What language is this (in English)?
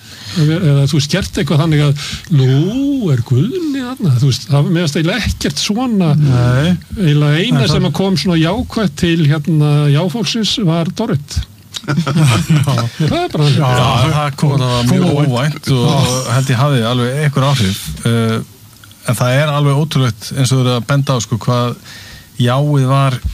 Icelandic